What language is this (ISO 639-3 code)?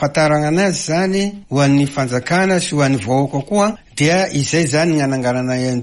mlg